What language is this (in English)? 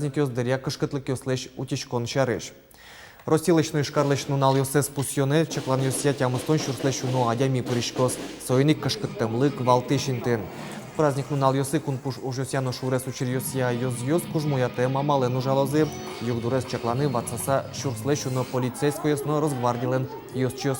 Udmurt